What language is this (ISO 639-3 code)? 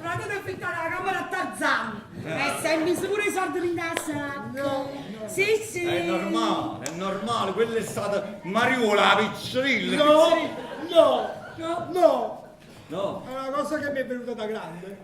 nap